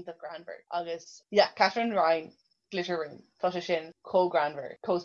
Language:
Irish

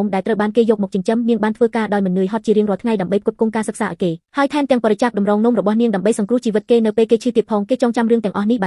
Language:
Khmer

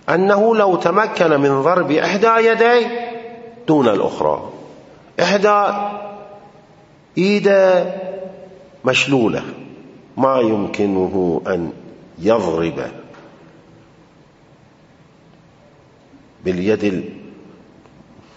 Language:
Arabic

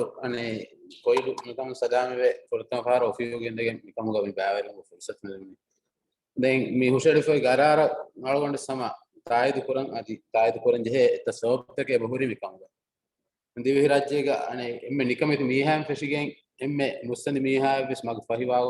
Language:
Divehi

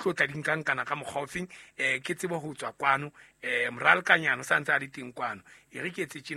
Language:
Southern Sotho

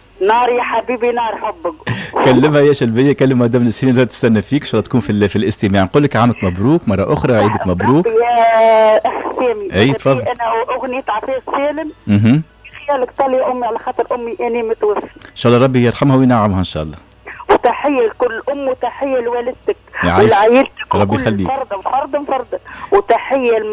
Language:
Tunisian Arabic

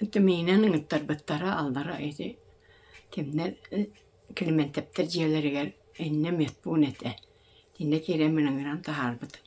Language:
Yakut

